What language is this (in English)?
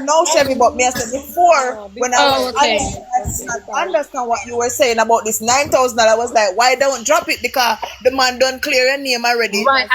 Jamaican Creole English